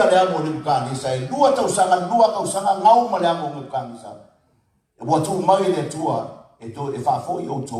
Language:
Samoan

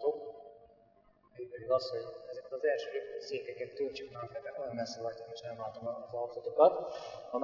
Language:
Hungarian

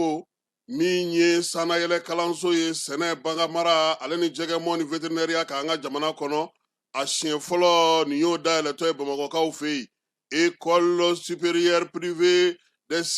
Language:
Bambara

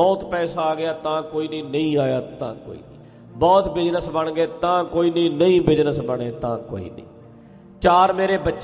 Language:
Punjabi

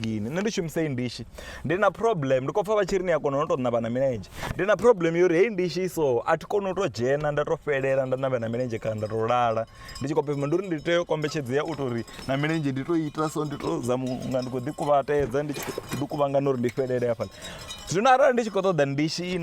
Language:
Venda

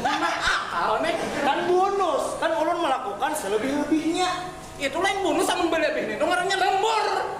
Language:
Banjar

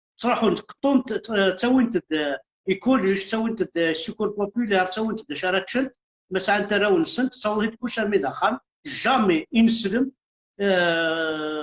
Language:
Kabyle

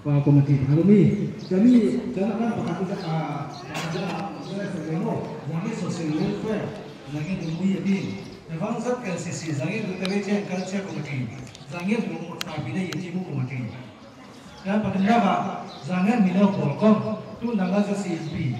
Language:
Falam Chin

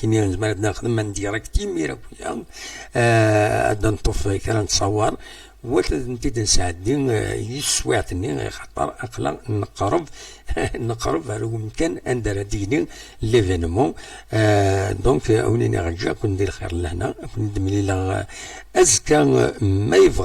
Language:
Kabyle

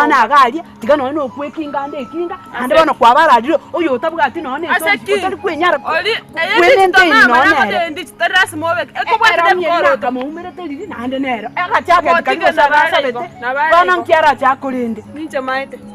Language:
Gusii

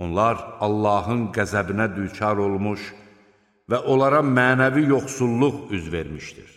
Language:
Azerbaijani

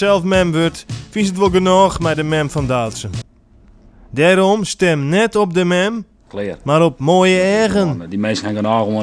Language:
Western Frisian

